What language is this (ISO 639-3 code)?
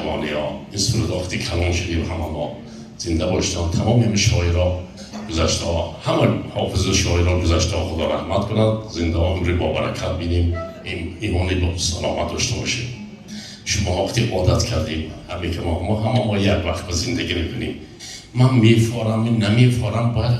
tgk